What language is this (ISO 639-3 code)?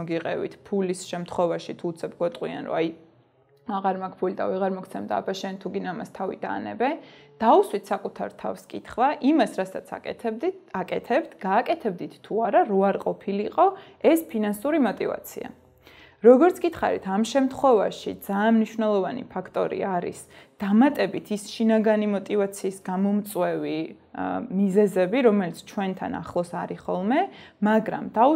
kat